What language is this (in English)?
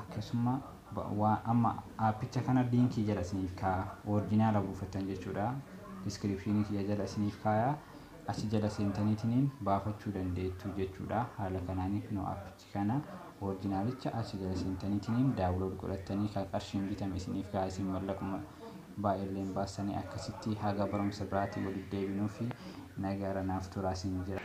Oromo